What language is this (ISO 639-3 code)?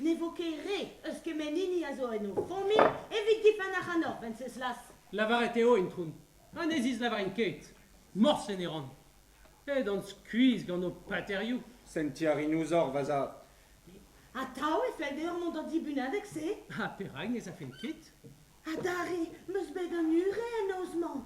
bre